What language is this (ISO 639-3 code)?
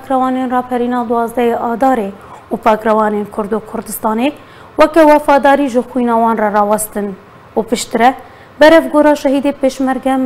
kur